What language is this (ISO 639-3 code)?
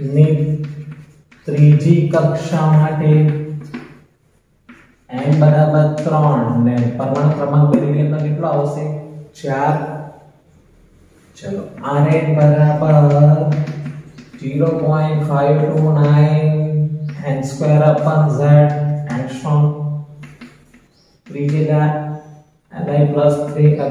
guj